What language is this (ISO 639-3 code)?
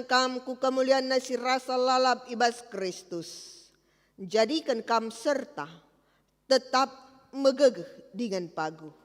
btx